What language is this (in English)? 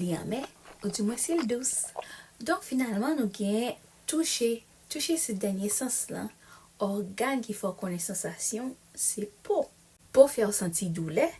Haitian Creole